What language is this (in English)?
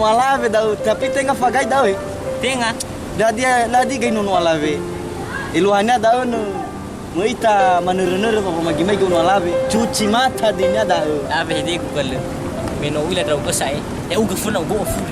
Nias